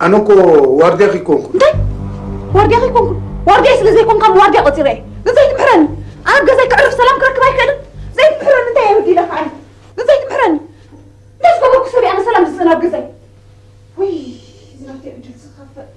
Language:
Tigrinya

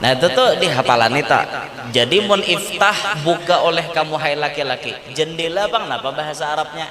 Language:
Banjar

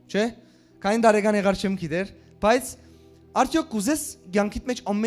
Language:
Western Armenian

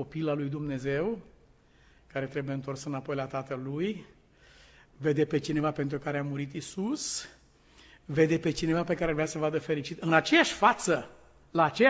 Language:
Romanian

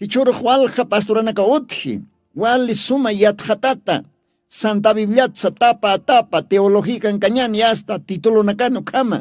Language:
Aymara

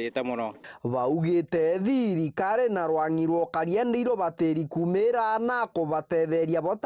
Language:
Meru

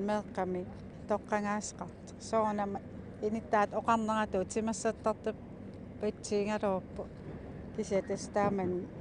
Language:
Kalaallisut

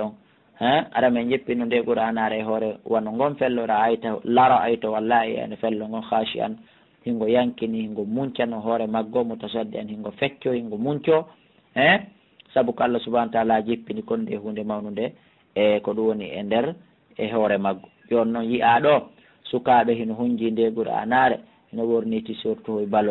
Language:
Pular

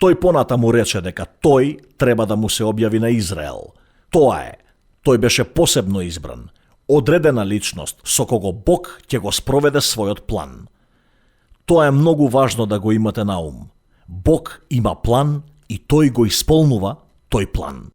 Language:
Macedonian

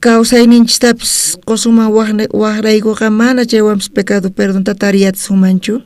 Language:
South Bolivian Quechua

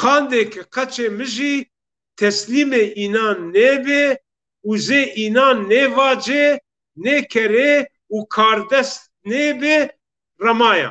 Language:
Zaza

